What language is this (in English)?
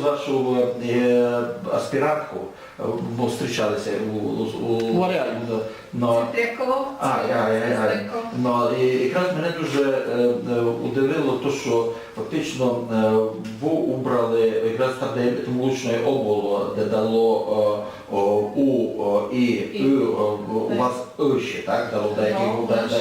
Rusyn